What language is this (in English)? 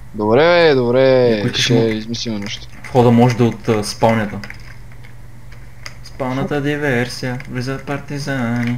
Bulgarian